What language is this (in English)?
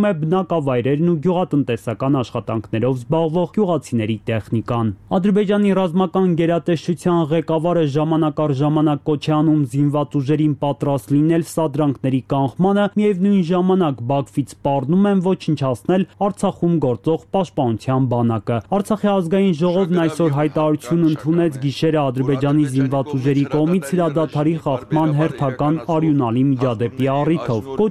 Armenian